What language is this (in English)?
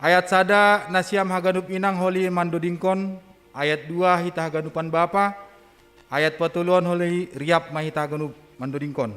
Batak Simalungun